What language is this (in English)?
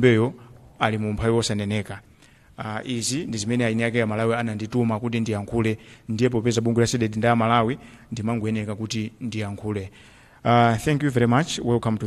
Nyanja